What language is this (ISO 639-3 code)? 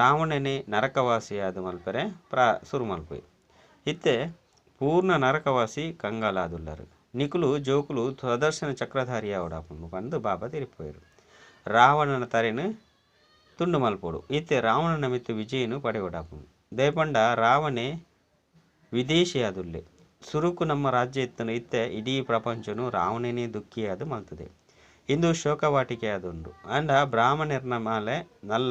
tcy